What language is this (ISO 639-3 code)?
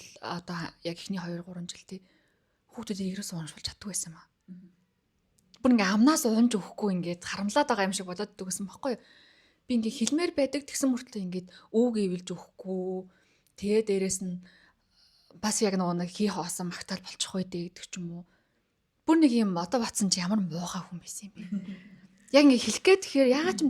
mon